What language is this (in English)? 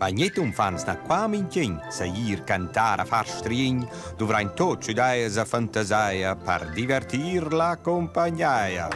Romansh